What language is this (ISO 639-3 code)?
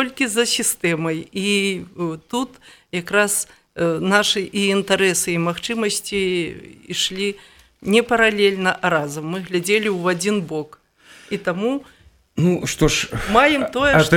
bel